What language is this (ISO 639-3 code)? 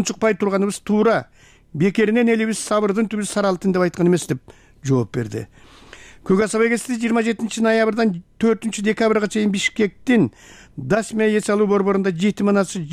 kir